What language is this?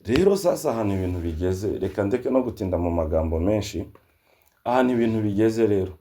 Kinyarwanda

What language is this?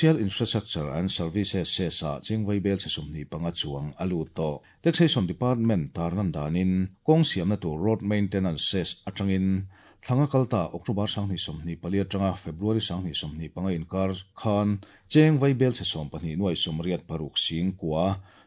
Mizo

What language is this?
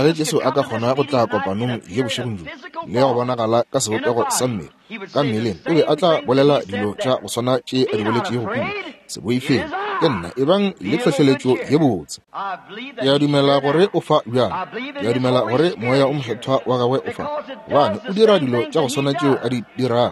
Northern Sotho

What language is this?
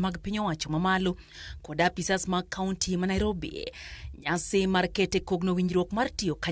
Luo (Kenya and Tanzania)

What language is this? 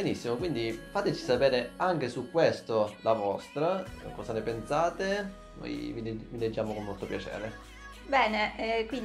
Italian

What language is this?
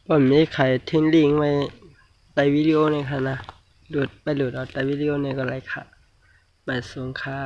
Shan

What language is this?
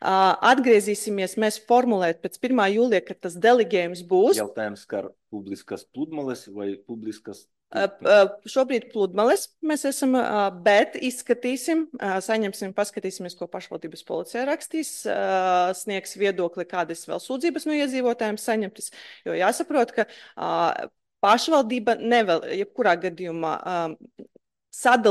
Latvian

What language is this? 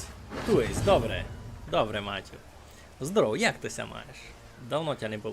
Rusyn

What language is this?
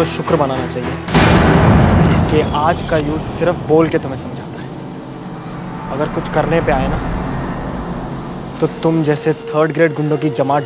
Hindi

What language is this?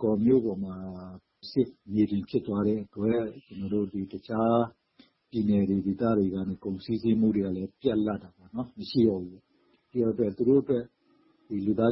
Burmese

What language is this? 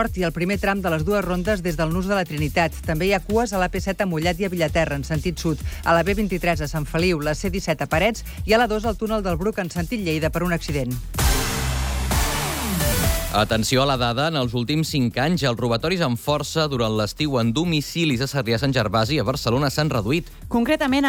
Catalan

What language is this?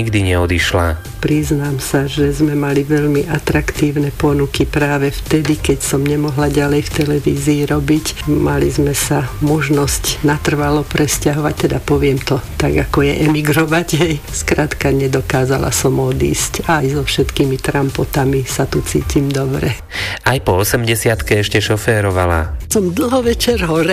Slovak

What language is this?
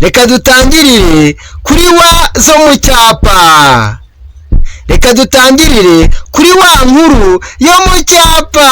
Kinyarwanda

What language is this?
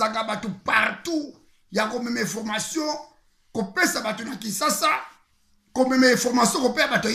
Lingala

